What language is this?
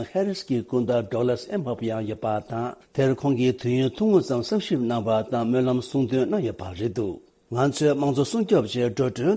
Tibetan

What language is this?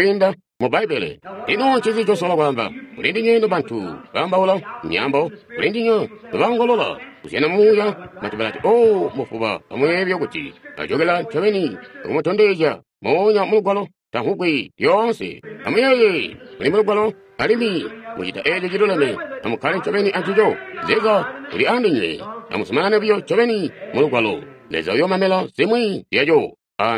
Tonga (Zambia)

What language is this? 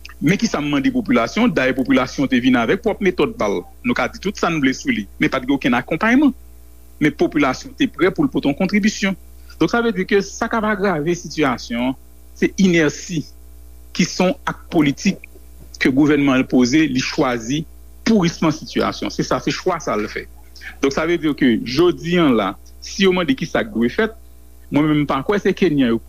Haitian Creole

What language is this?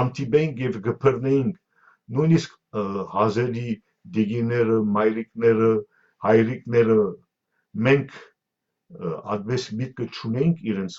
Western Armenian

